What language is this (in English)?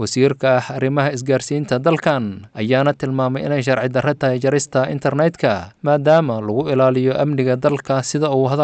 Somali